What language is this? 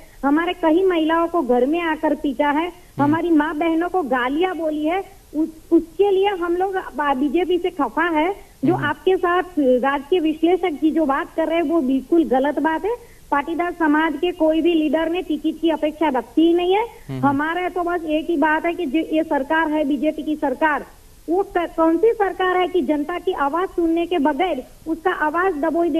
Hindi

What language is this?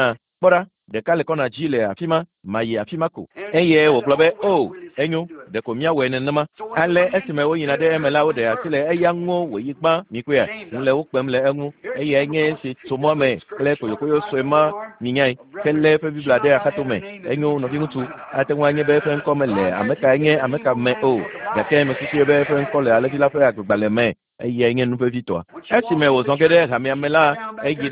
Ewe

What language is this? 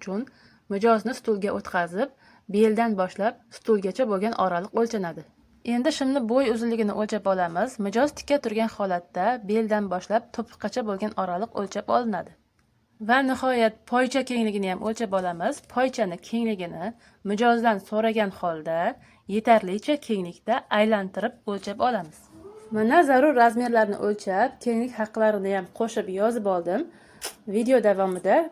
Uzbek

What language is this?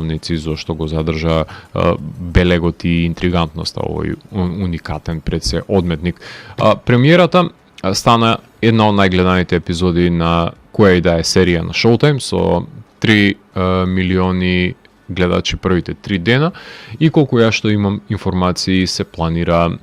Macedonian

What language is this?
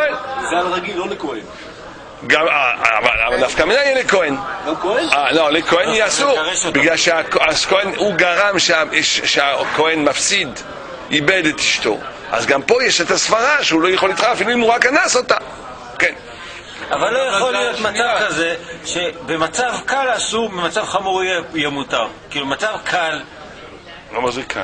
Hebrew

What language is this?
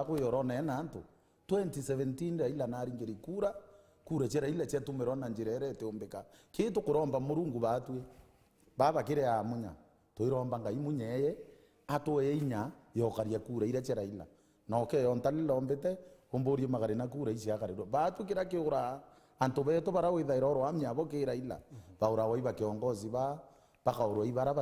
Meru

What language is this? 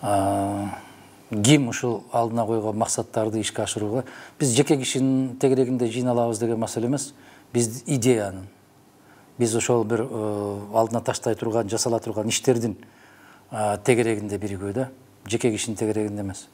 Kyrgyz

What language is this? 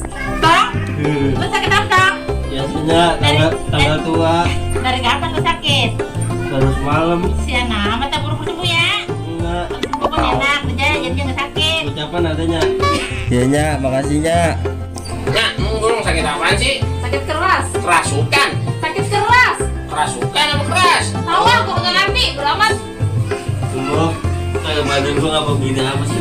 Betawi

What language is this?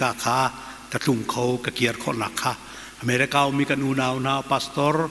Hakha Chin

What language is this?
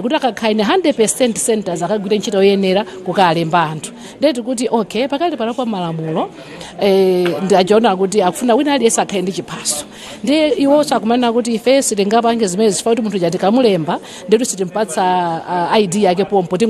Nyanja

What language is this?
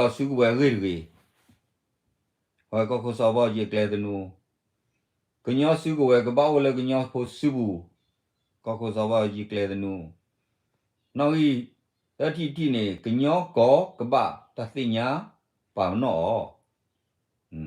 S'gaw Karen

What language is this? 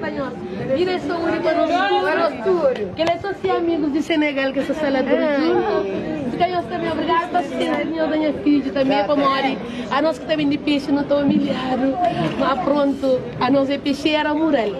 Kabuverdianu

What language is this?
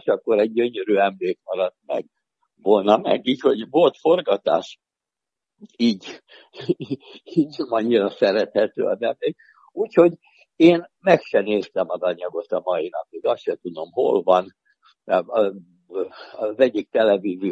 Hungarian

